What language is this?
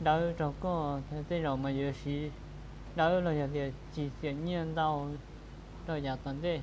Hmong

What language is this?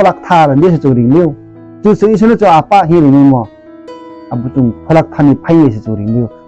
Riang (India)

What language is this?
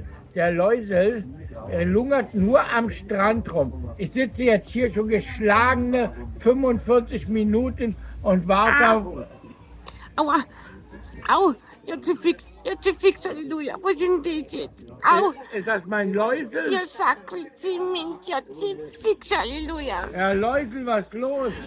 Bavarian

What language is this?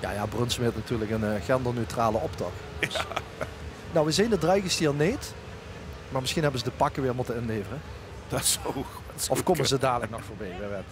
Limburgish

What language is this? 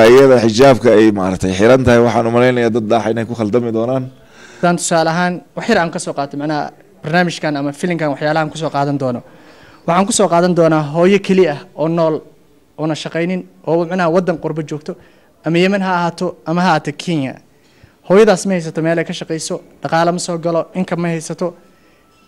Somali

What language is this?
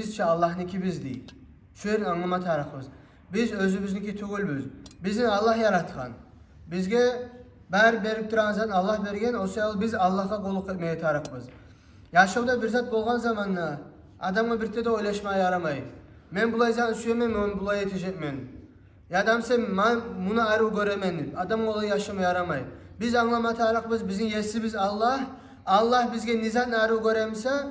Kumyk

